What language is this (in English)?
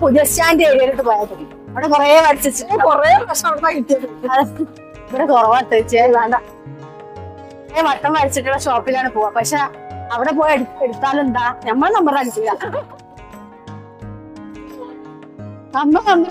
Malayalam